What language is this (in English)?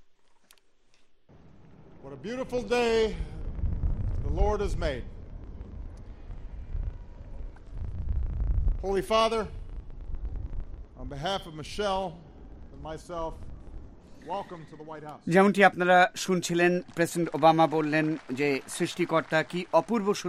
Bangla